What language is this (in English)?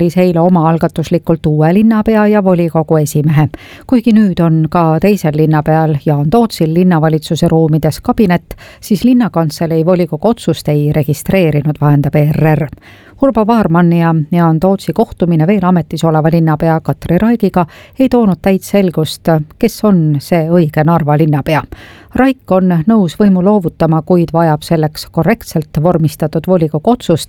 Estonian